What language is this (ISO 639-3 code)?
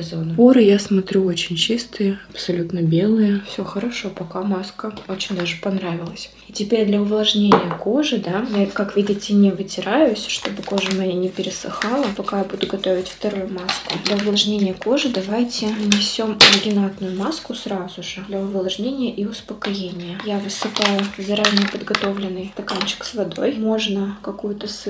rus